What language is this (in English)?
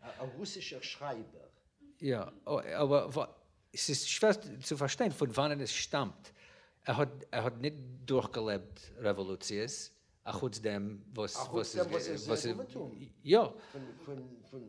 Yiddish